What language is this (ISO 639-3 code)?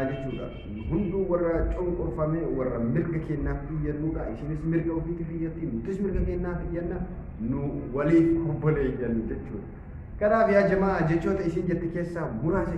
orm